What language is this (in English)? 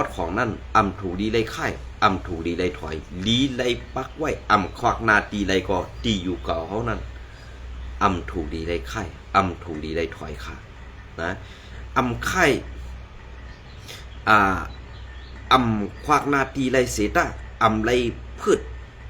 Shan